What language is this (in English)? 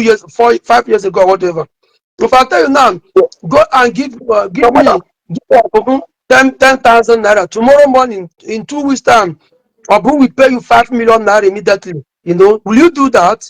Igbo